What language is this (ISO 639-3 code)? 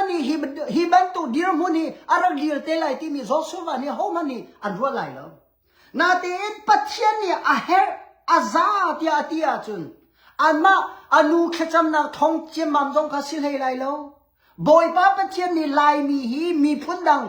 cnh